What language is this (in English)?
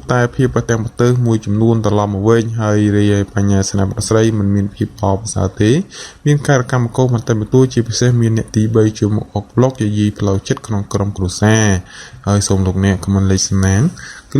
Khmer